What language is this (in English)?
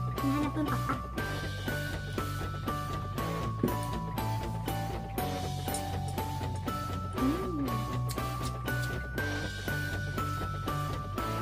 Filipino